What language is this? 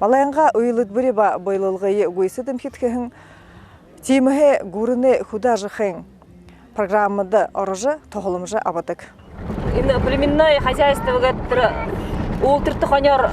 Buriat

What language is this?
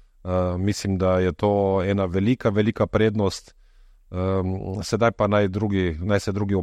Slovenian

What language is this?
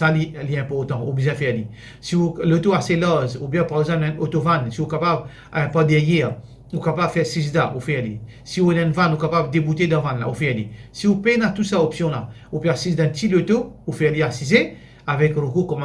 Morisyen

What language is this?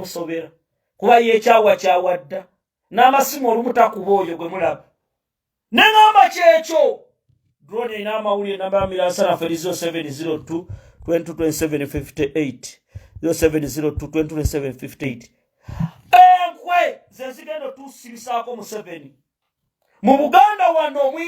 Ganda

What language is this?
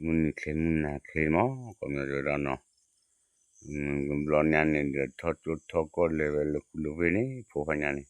S'gaw Karen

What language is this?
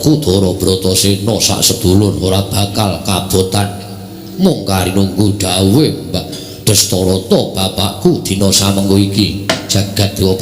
Javanese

